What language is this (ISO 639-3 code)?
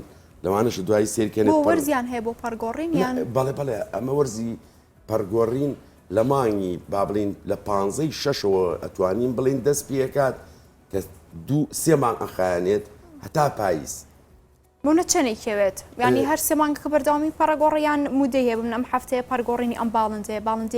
ckb